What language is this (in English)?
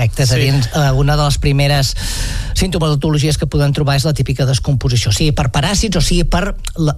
Catalan